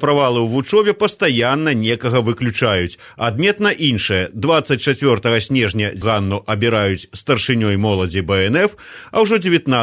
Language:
Belarusian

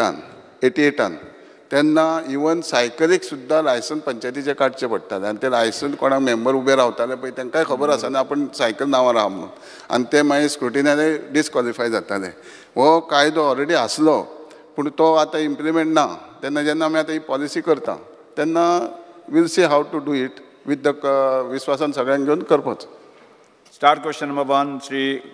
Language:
Konkani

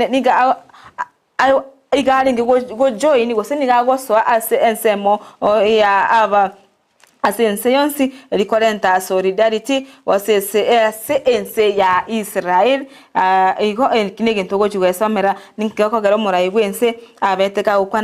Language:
Gusii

